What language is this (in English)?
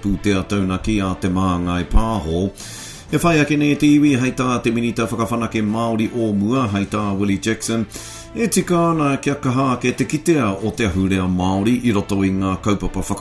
Māori